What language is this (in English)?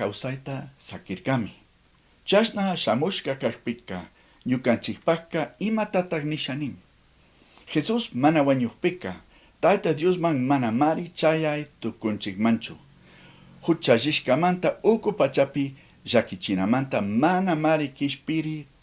Chimborazo Highland Quichua